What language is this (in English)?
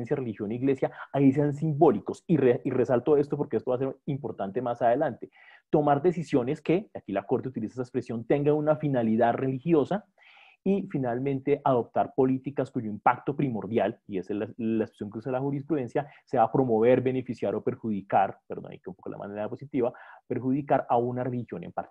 Spanish